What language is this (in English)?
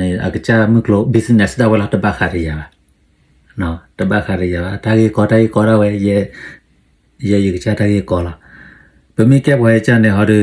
S'gaw Karen